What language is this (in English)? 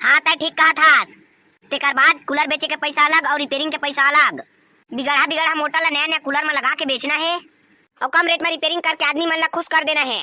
Chhattisgarhi